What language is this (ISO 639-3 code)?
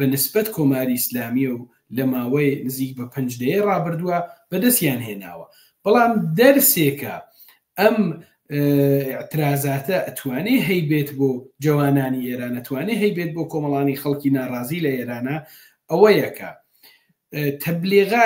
ckb